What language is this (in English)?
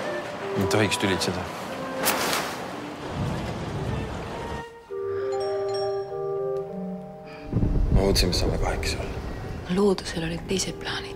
Estonian